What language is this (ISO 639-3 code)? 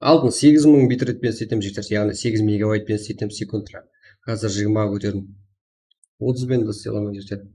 kaa